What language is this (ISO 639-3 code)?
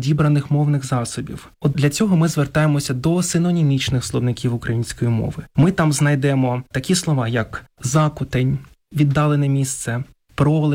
ukr